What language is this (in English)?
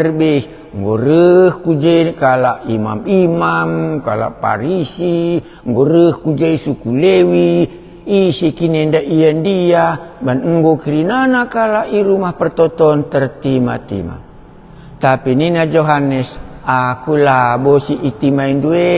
Batak Karo